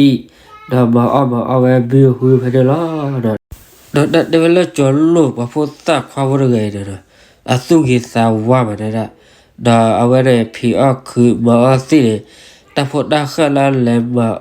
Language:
S'gaw Karen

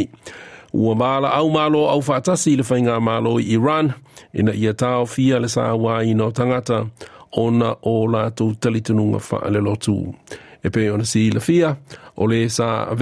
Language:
Samoan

